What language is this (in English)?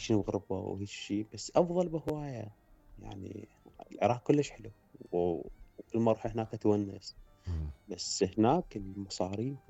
Mesopotamian Arabic